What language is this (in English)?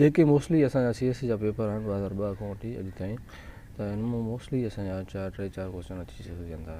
Sindhi